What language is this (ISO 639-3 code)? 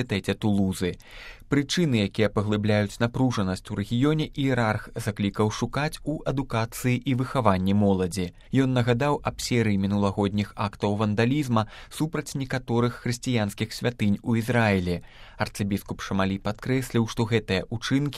bel